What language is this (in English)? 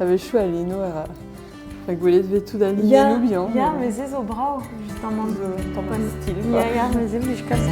Breton